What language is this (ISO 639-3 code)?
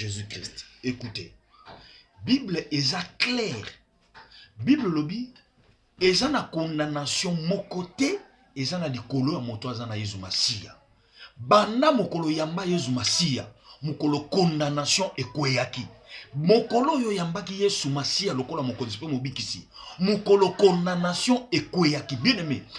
lin